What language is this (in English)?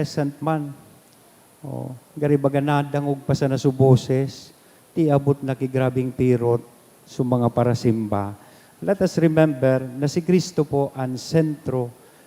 Bikol